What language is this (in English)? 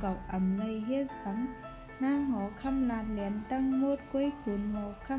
Shan